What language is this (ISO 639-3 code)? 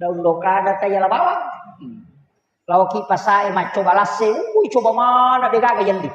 bug